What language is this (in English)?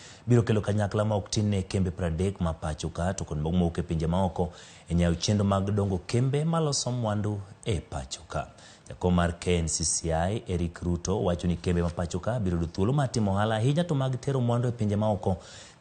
Luo (Kenya and Tanzania)